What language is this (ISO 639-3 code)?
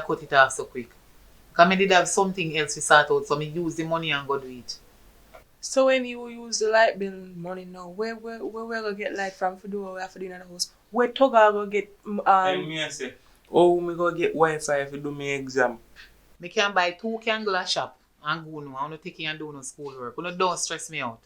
jam